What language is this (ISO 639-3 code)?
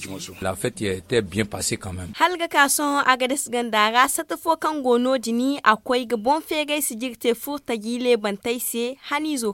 dje